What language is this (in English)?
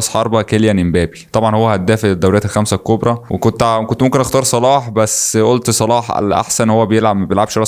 Egyptian Arabic